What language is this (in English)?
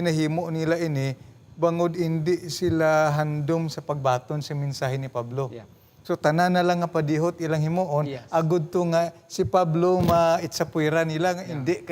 Hiligaynon